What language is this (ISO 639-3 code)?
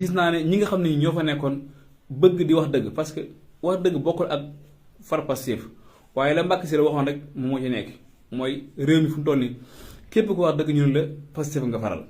wol